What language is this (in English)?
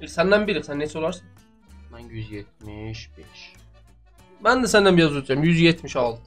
South Azerbaijani